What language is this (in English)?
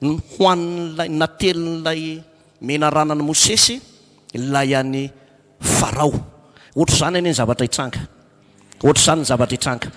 Malagasy